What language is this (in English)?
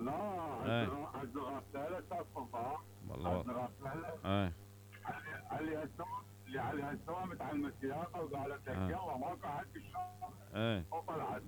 Mesopotamian Arabic